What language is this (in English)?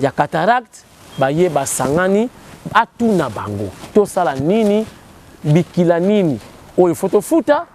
Lingala